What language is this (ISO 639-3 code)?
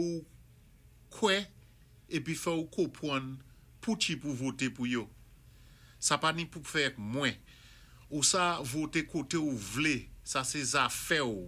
acf